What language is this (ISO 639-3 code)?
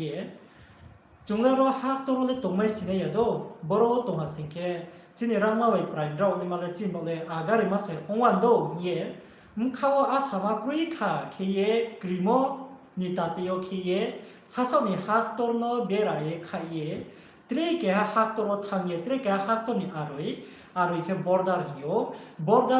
ria